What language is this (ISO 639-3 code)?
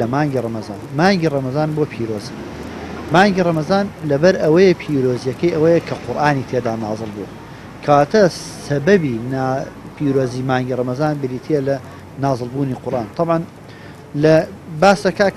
ckb